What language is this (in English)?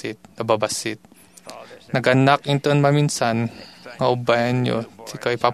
Iloko